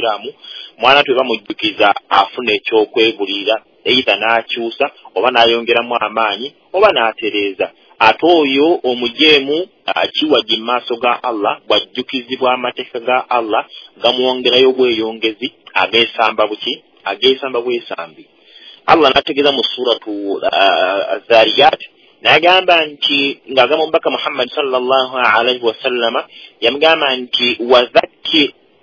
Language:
Ganda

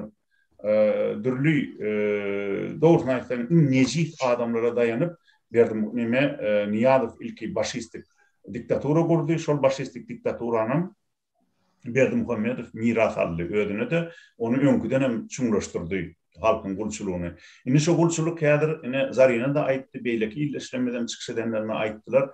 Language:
Turkmen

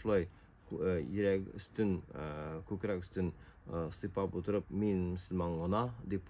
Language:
Tatar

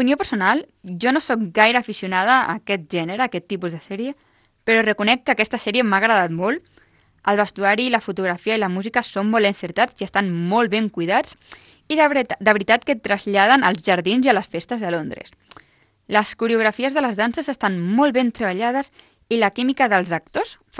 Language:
Catalan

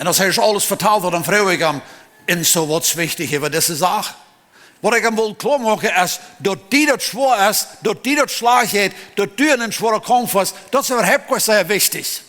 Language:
Plautdietsch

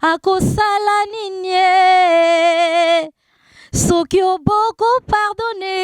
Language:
Lingala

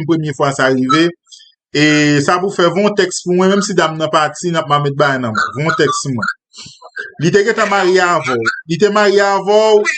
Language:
Haitian Creole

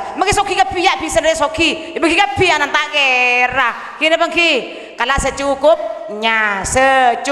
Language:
Madurese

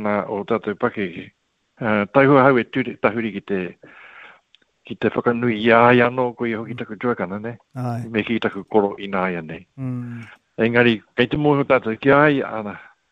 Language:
Māori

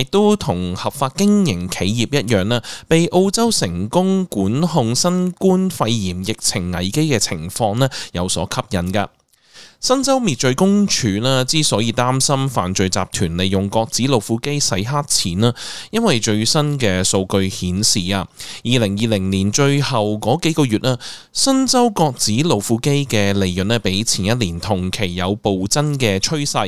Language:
Cantonese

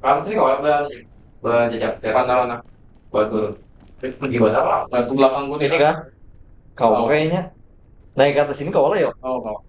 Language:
Banjar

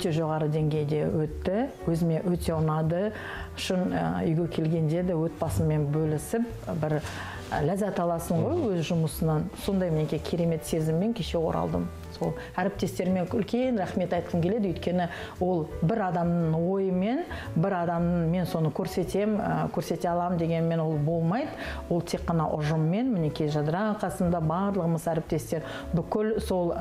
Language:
Kazakh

